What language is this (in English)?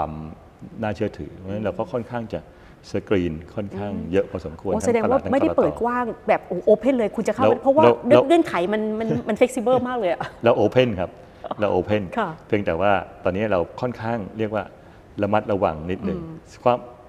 Thai